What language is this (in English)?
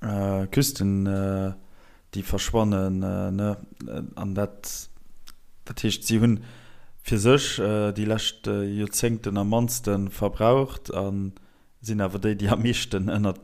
Luxembourgish